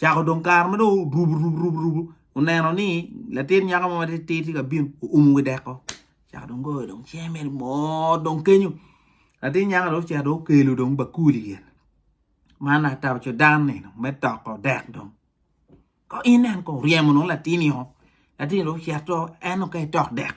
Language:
Acoli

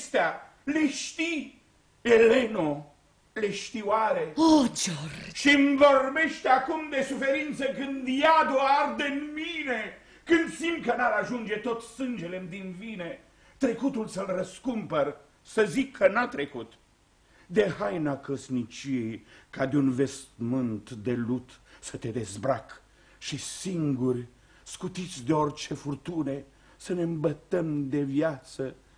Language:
Romanian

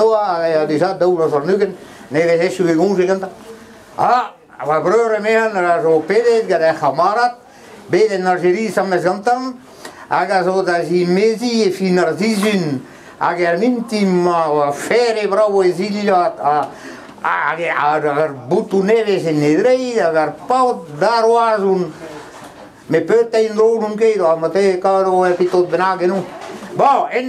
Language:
Breton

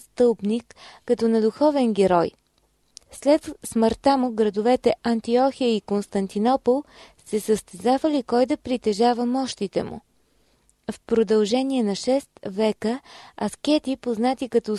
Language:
Bulgarian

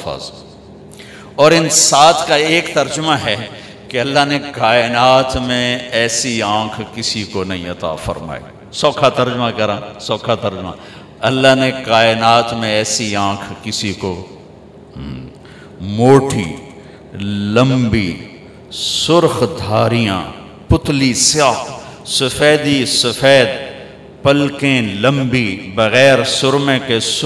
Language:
Urdu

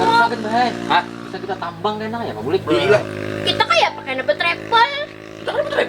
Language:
Banjar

